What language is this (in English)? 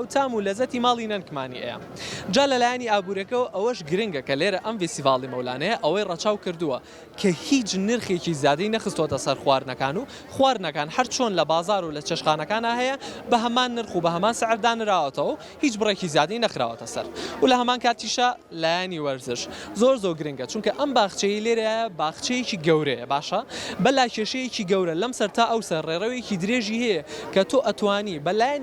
Central Kurdish